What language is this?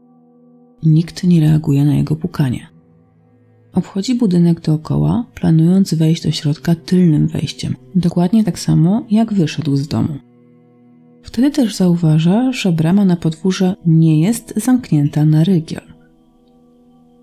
Polish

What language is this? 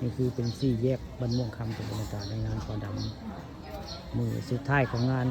Northeastern Thai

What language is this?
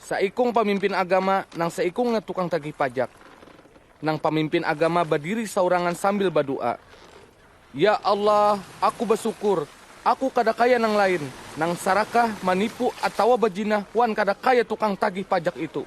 Banjar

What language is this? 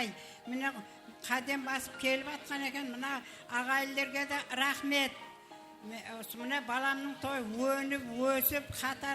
Kara-Kalpak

